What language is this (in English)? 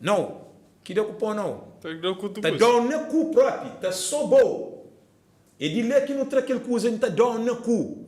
Kabuverdianu